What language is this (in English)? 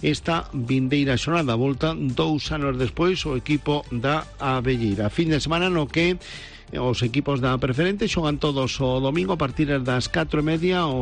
Galician